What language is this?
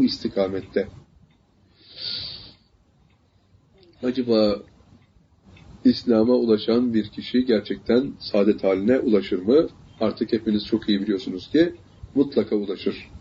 Turkish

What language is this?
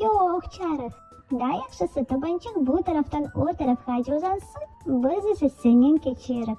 Crimean Tatar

